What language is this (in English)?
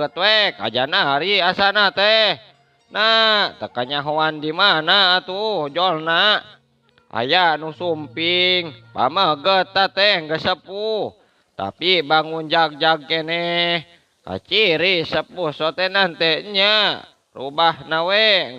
Sundanese